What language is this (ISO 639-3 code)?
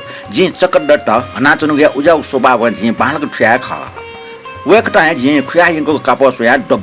new